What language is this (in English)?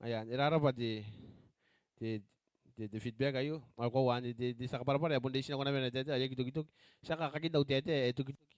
Gilbertese